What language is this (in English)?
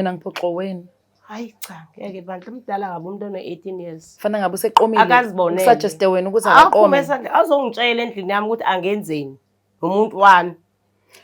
Zulu